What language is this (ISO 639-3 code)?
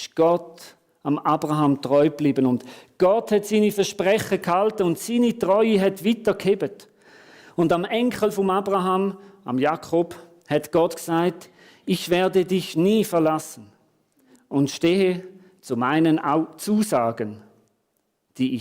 gsw